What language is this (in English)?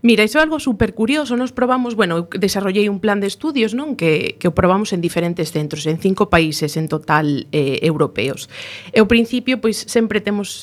Galician